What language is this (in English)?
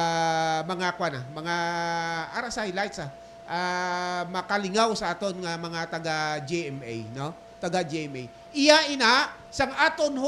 Hiligaynon